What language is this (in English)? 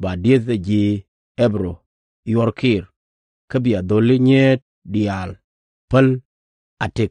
Nuer